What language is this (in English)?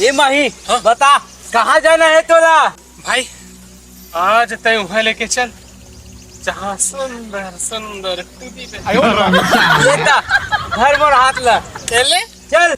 Chhattisgarhi